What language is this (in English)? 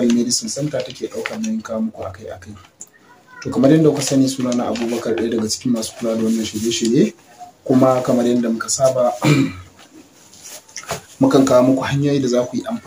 Hausa